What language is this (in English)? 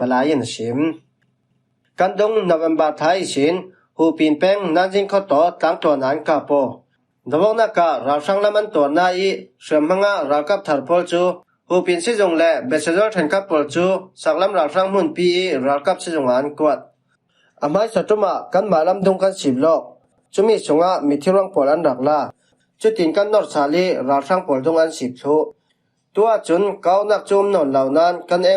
Falam Chin